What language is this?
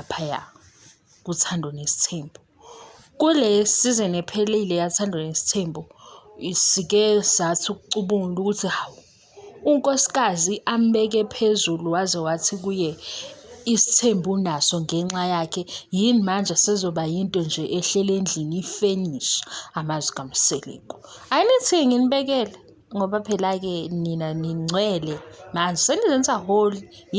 Zulu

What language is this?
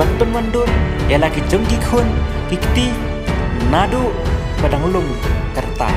Khasi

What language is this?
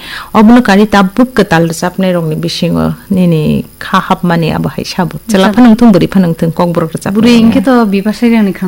Kok Borok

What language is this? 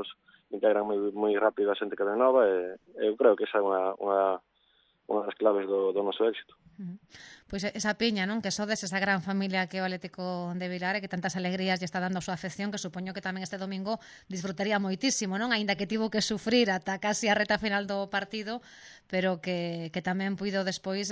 Galician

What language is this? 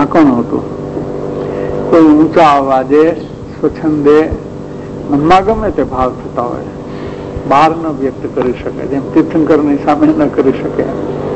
Gujarati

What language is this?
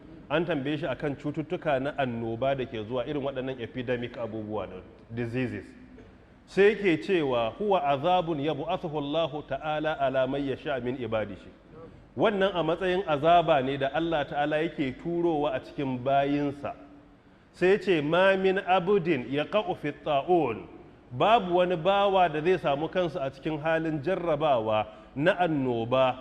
Hausa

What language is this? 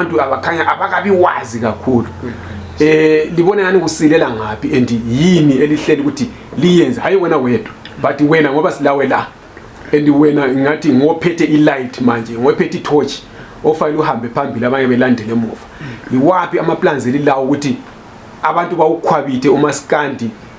Zulu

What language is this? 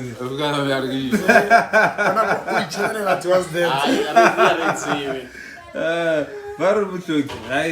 Northern Sotho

